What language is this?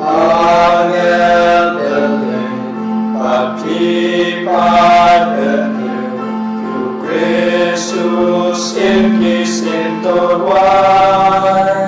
Khasi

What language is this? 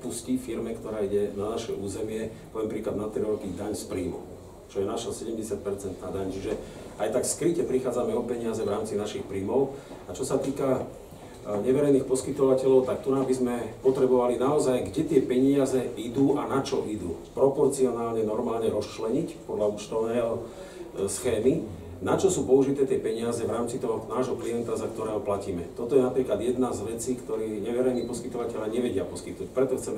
Slovak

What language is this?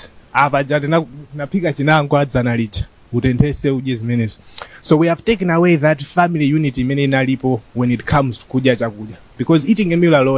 Nyanja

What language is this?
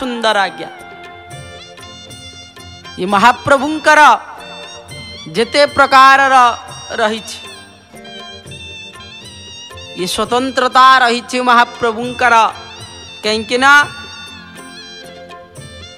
Odia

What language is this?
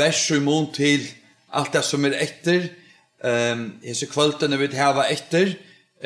Faroese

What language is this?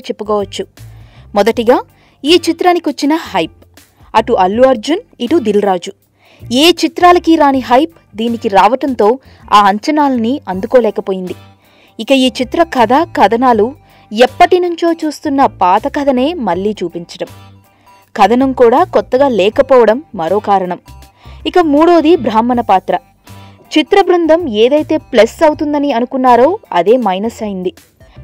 Telugu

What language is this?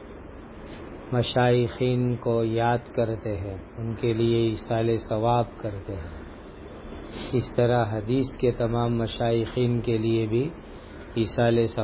Urdu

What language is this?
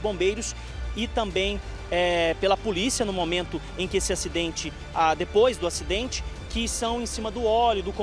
Portuguese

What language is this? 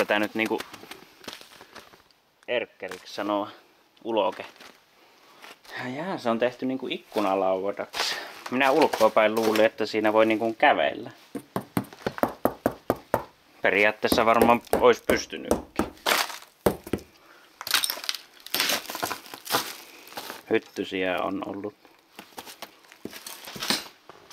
Finnish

